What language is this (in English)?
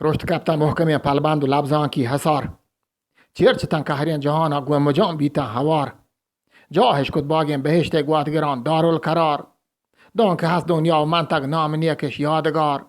Eastern Balochi